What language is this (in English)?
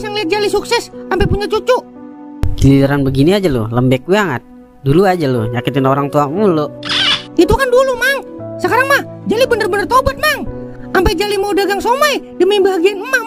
Betawi